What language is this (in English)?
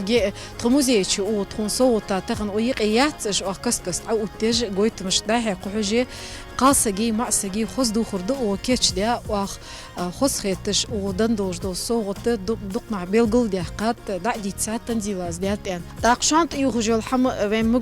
Ingush